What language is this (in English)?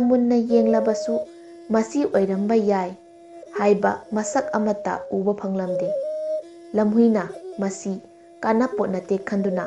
Manipuri